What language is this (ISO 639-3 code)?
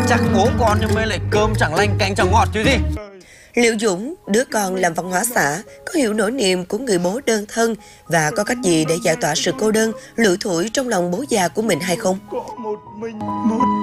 vie